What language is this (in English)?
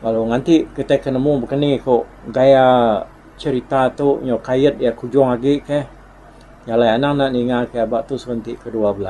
Iban